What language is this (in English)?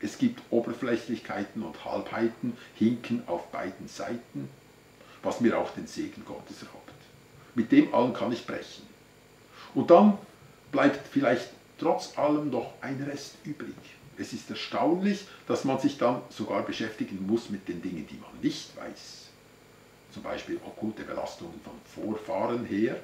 Swiss German